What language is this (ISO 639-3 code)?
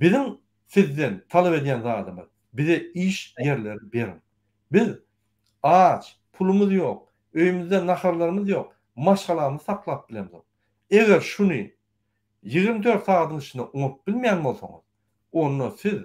tuk